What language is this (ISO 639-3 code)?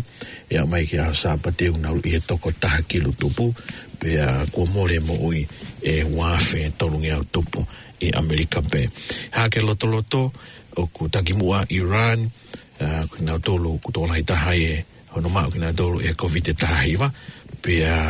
ton